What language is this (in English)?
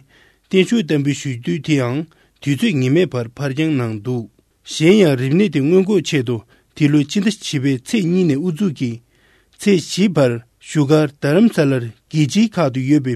Tibetan